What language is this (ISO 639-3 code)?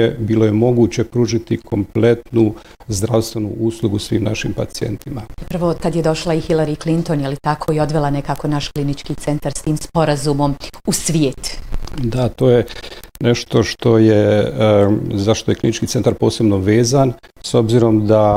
bos